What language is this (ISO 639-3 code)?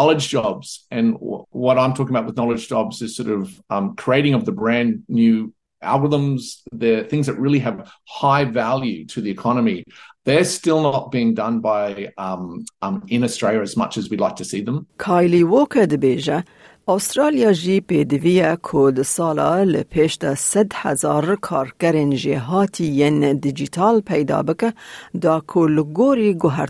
kur